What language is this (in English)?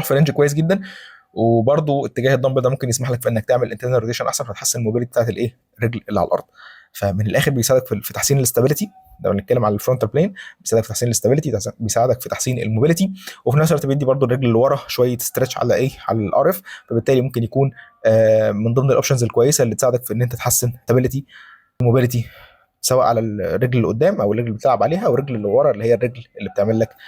Egyptian Arabic